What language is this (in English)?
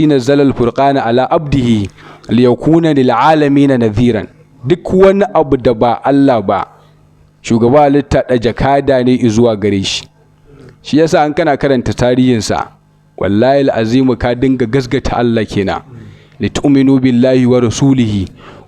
Hausa